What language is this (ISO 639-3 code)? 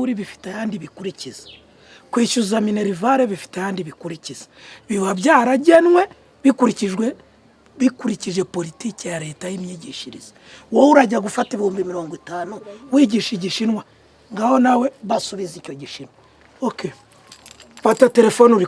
kin